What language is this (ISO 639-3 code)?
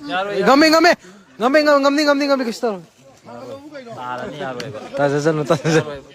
mni